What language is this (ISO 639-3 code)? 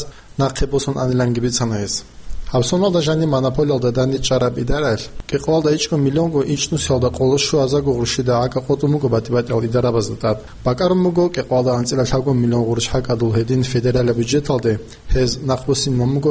ava